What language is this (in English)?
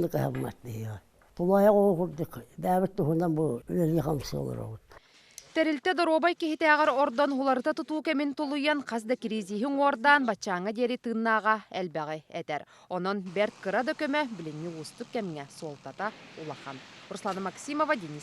Yakut